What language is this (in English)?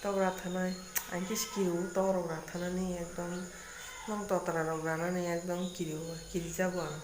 Kok Borok